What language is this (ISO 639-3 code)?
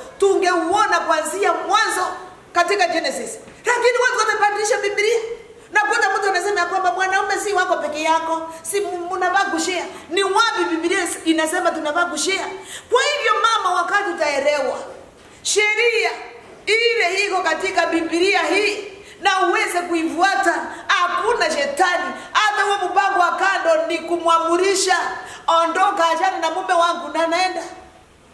swa